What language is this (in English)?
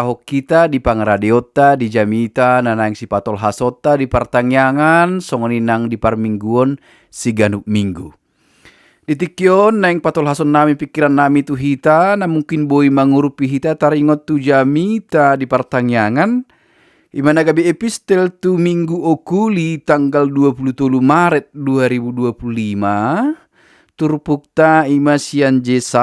Batak Toba